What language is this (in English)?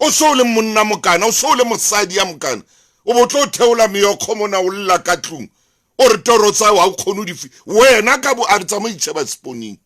Southern Sotho